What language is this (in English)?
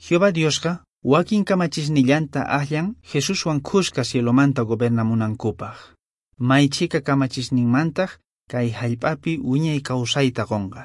Quechua